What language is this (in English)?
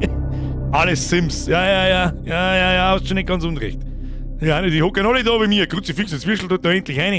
Bavarian